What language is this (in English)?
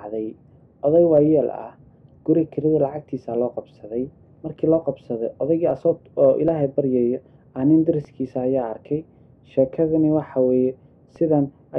Somali